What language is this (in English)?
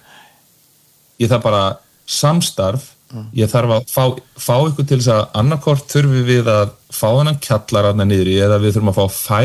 Icelandic